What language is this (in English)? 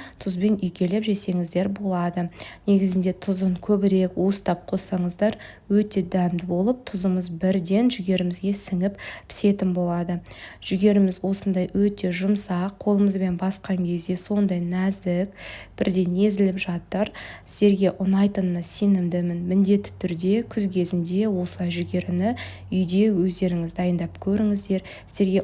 Kazakh